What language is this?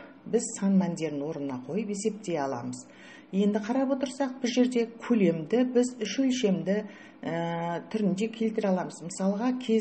Kazakh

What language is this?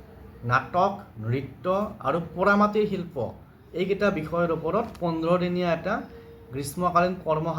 Assamese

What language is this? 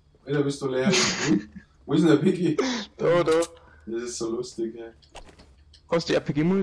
Bavarian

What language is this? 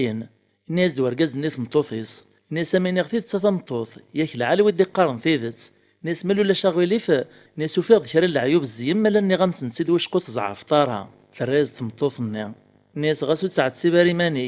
Kabyle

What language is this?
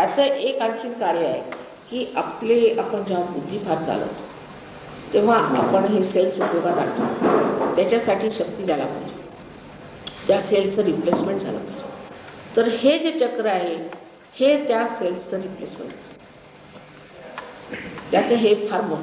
Marathi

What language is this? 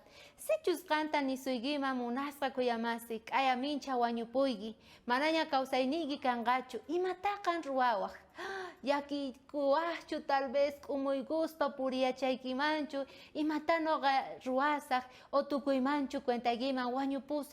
South Bolivian Quechua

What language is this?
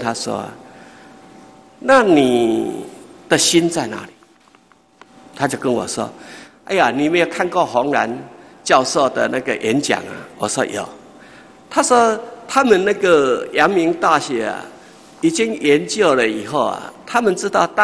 Chinese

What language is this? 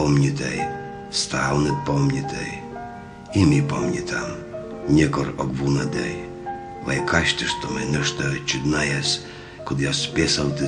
Komi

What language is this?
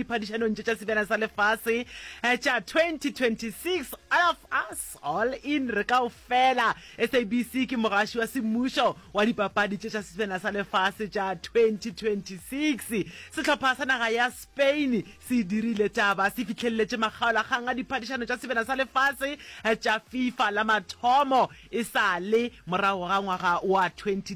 Northern Sotho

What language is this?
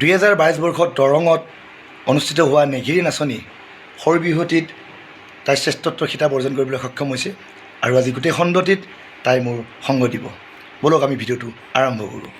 Assamese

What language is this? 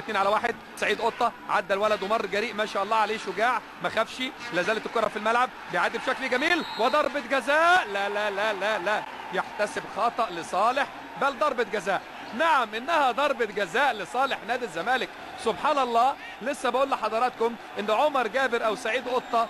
Egyptian Arabic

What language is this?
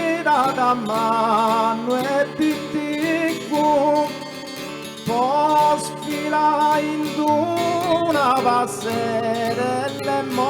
Sardinian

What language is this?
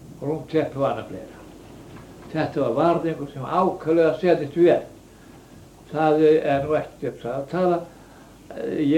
Icelandic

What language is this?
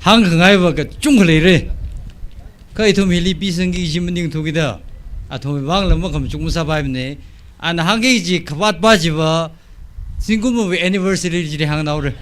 Tangkhul Naga (India)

